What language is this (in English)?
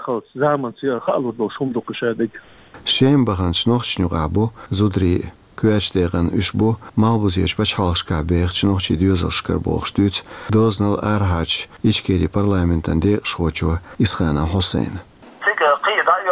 Chechen